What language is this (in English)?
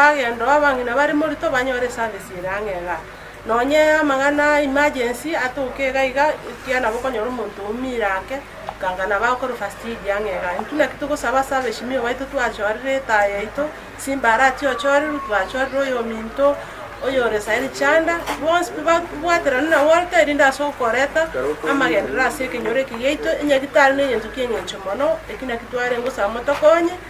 Gusii